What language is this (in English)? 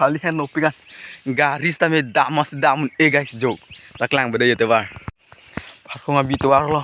Karbi